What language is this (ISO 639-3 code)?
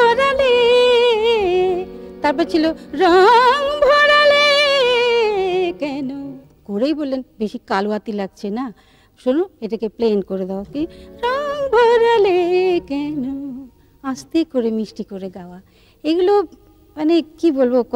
ben